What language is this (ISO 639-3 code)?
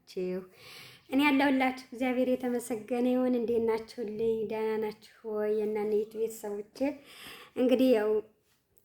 amh